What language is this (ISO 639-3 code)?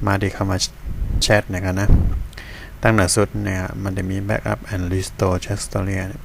shn